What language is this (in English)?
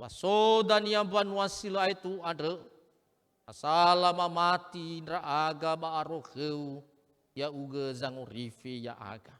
Nias